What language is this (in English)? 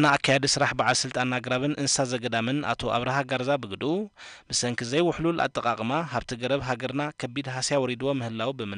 Tigrinya